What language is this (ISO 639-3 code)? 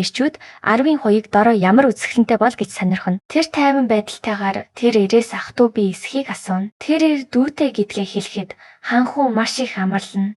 mon